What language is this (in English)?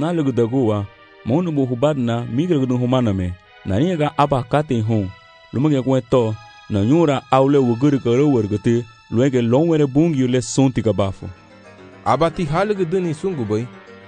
Garifuna